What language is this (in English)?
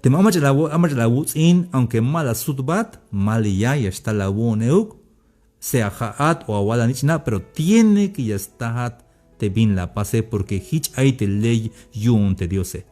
Tzeltal